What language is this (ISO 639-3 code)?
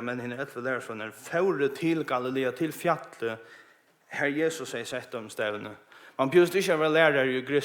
fao